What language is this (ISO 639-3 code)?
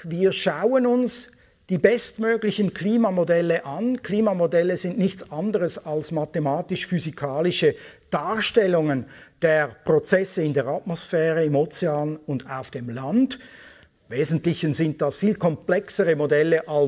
deu